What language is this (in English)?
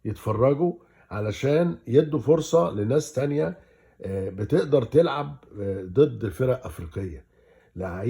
Egyptian Arabic